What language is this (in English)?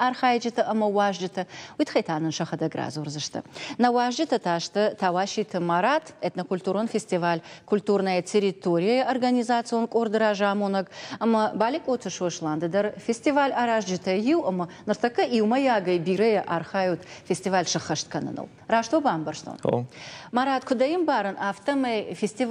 Ossetic